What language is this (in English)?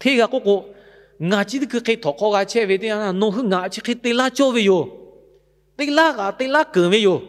Lahu